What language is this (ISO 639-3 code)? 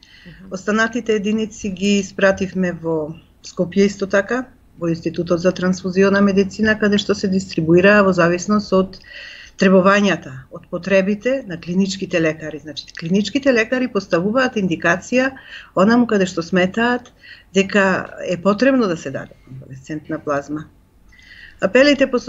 mkd